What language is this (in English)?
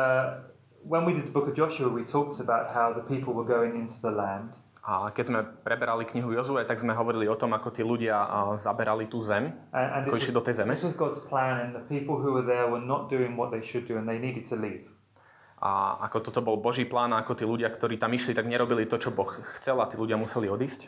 Slovak